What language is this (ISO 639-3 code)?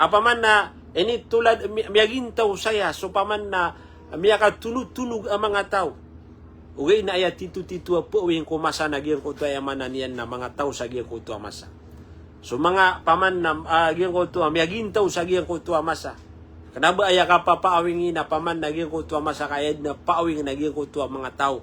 mrw